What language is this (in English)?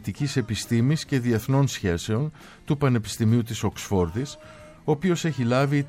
Greek